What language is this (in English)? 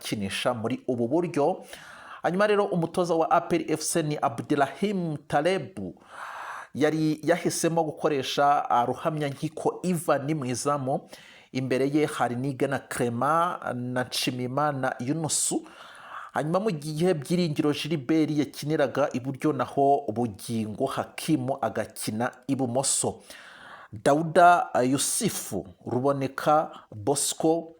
Kinyarwanda